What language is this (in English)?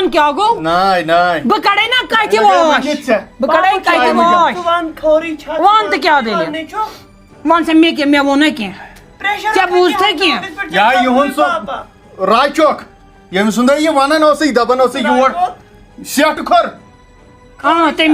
Kashmiri